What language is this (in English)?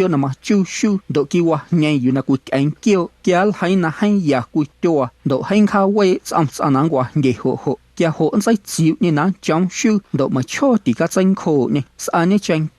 Guerrero Amuzgo